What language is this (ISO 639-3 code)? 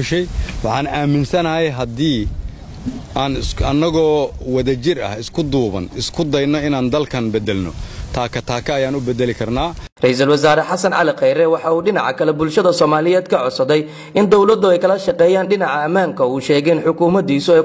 som